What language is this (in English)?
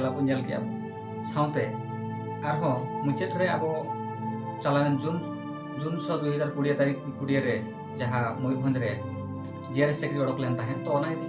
Santali